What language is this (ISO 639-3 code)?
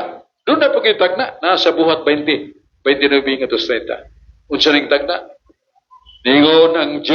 ceb